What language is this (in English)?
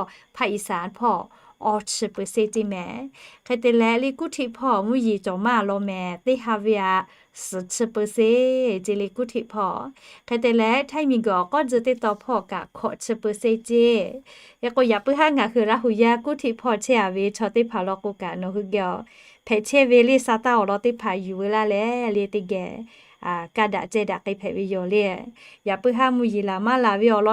Lahu